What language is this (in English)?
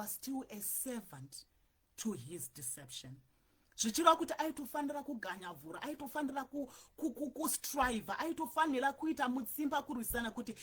Shona